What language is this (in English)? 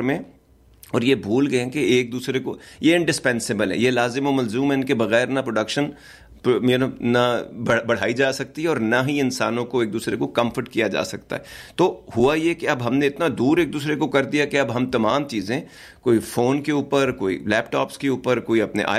Urdu